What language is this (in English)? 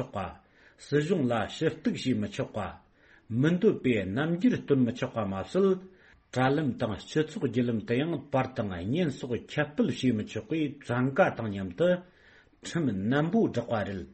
Tibetan